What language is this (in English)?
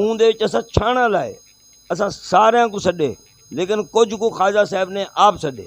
Saraiki